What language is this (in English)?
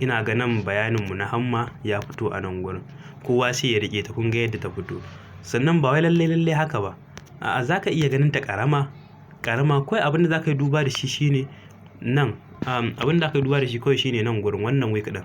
Hausa